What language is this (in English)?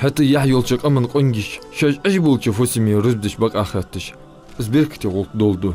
Ingush